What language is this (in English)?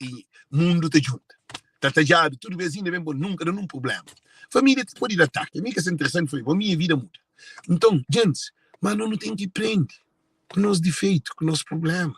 Kabuverdianu